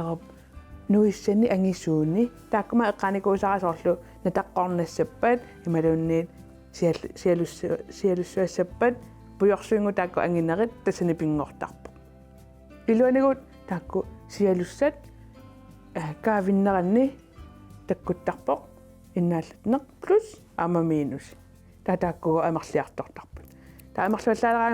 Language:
Kalaallisut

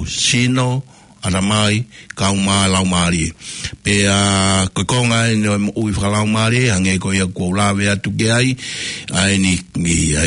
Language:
Tongan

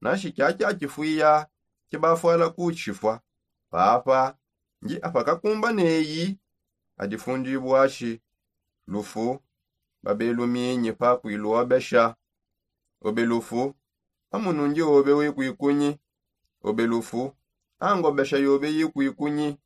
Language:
Songe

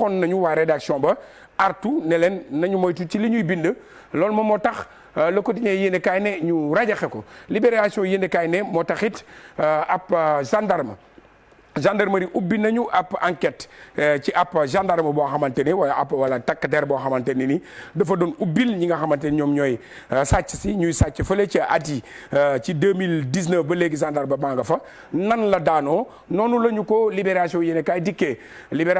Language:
Wolof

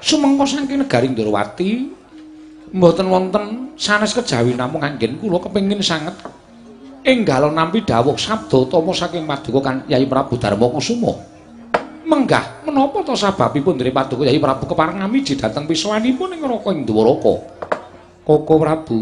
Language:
Javanese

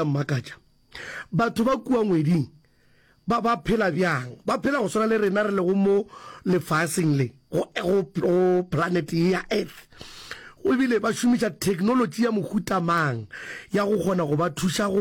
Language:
Northern Sotho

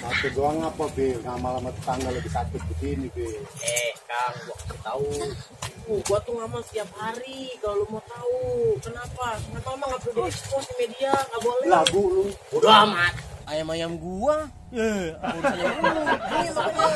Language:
Betawi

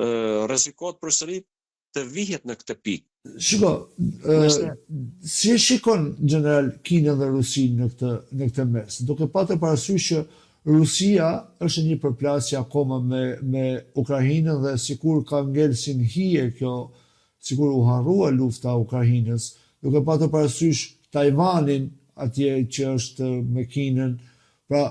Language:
Albanian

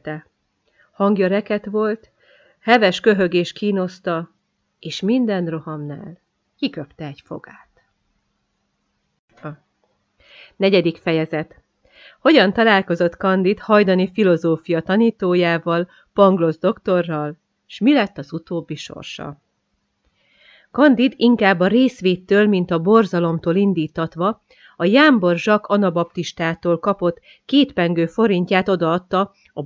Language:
Hungarian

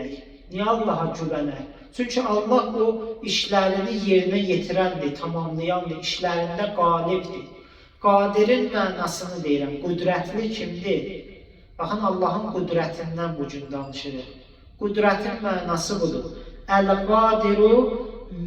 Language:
Azerbaijani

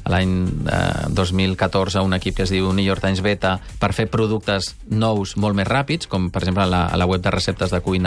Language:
Catalan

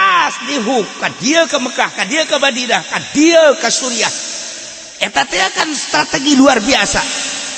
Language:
Sundanese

